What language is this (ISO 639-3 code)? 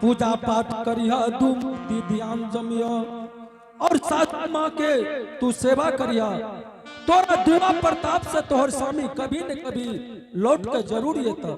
anp